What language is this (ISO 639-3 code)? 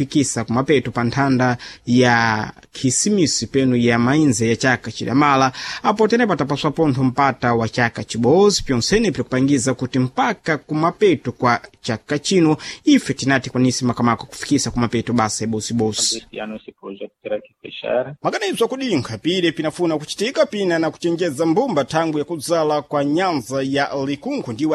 seh